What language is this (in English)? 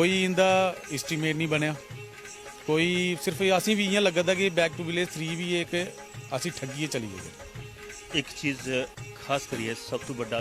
Dogri